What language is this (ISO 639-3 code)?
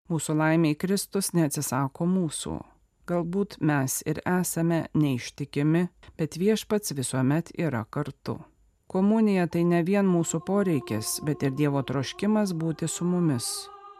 lit